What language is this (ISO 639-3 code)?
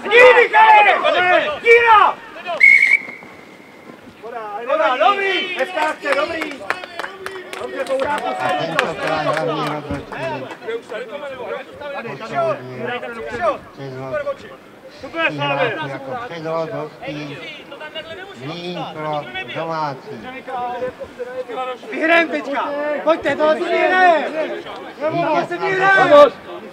ces